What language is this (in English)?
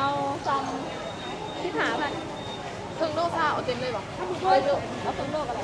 Northeastern Thai